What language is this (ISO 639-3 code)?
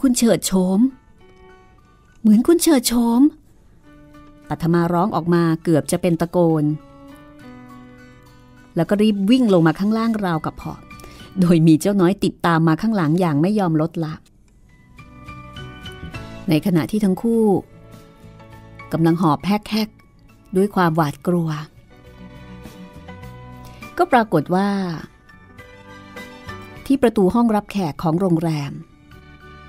tha